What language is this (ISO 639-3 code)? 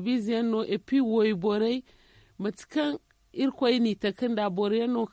dje